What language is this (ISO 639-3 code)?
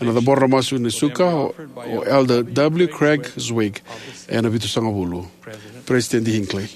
fij